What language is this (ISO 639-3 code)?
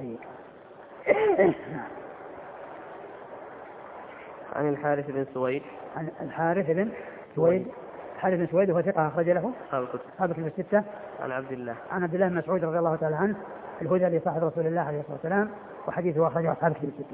ara